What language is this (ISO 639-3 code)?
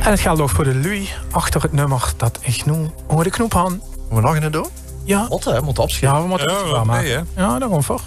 lim